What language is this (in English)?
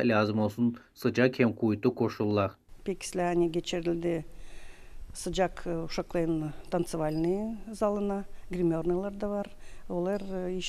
Gagauz